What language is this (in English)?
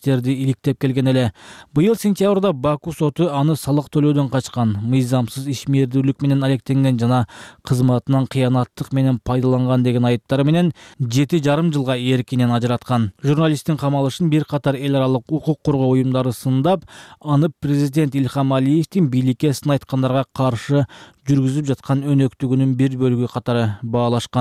Kyrgyz